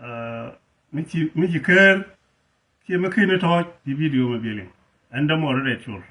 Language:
Nuer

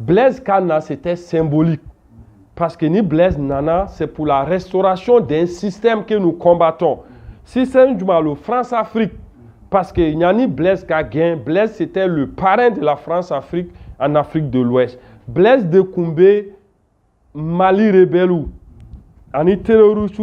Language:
Bambara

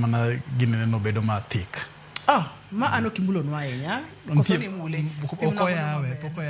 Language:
Luo (Kenya and Tanzania)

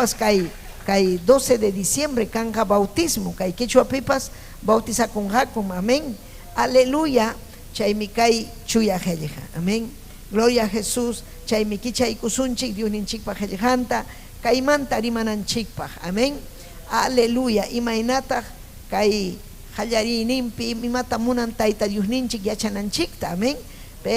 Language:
Ayacucho Quechua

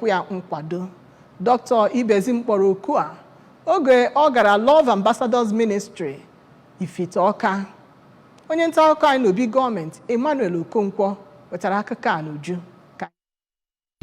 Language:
Igbo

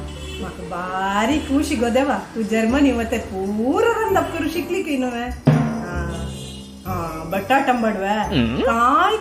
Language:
Konkani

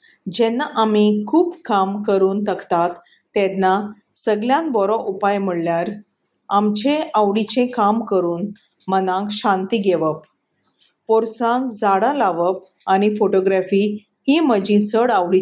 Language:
Konkani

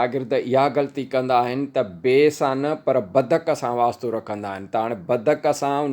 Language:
Sindhi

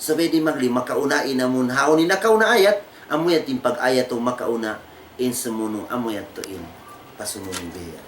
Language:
Tausug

